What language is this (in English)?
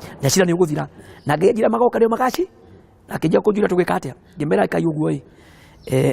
Kikuyu